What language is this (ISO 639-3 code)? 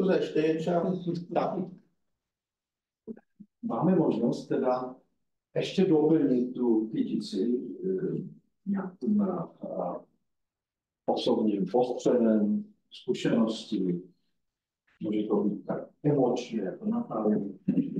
ces